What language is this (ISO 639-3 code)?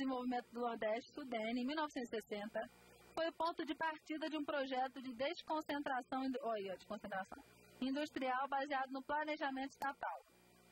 por